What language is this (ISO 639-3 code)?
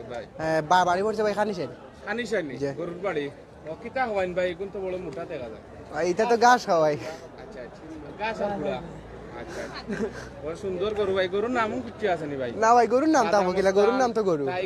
syl